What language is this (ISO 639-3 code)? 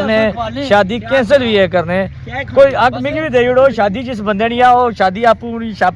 phr